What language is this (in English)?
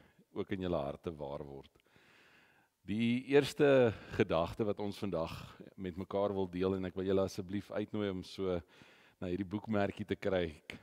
Afrikaans